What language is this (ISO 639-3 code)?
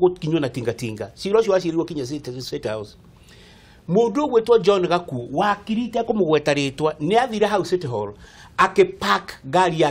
kik